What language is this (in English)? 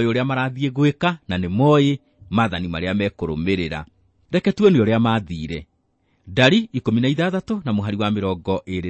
Kikuyu